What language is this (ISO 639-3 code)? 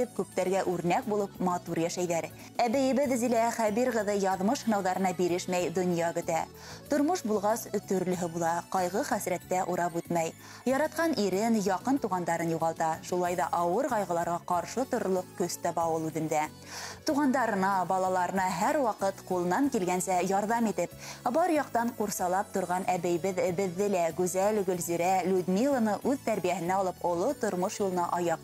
bak